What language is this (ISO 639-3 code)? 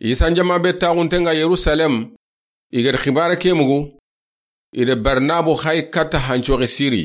snk